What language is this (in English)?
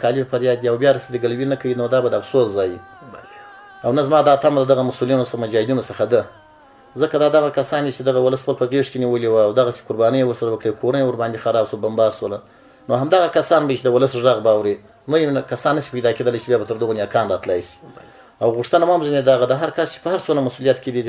Pashto